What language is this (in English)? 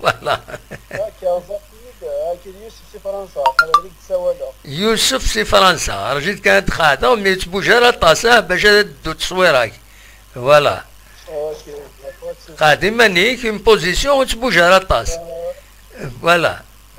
Kabyle